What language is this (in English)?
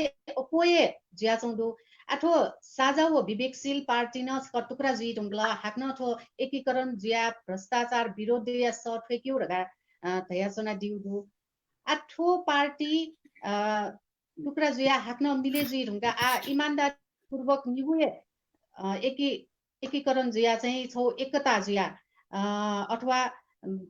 Newari